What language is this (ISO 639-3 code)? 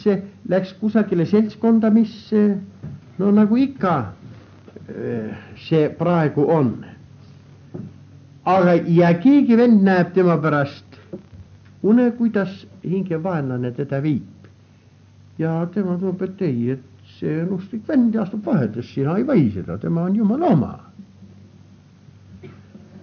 est